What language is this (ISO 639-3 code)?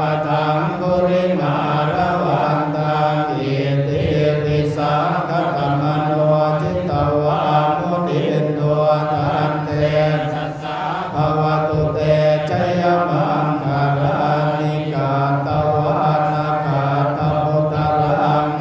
pli